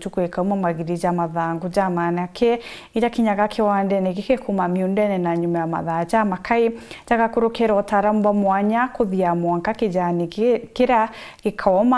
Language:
Meru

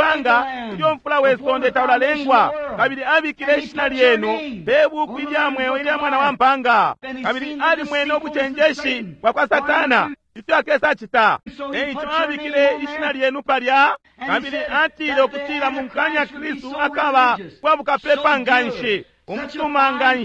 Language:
Bemba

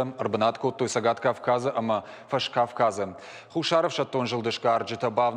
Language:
Ossetic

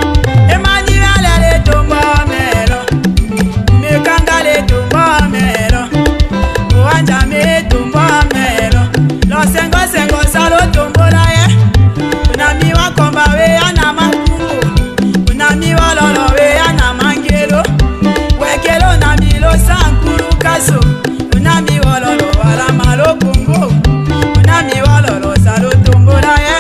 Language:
Tetela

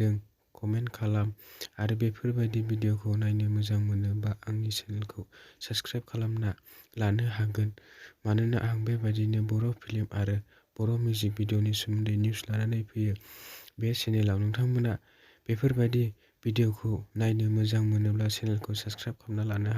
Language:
Bodo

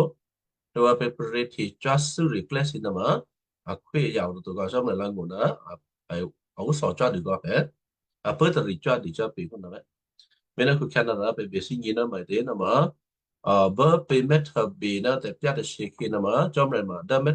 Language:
Western Kayah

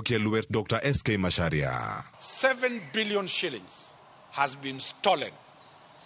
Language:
Luo (Kenya and Tanzania)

